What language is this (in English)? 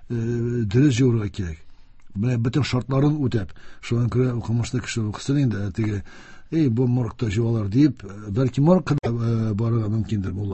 Tatar